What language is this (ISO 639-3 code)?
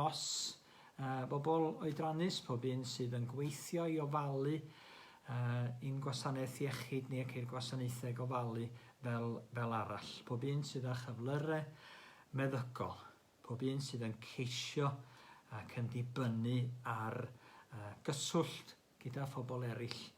cym